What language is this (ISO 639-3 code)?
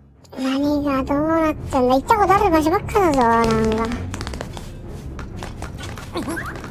jpn